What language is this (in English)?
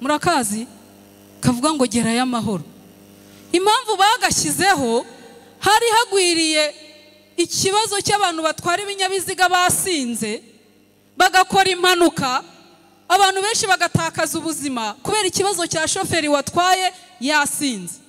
Kinyarwanda